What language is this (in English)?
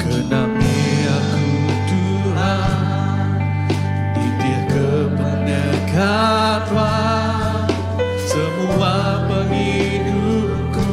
Iban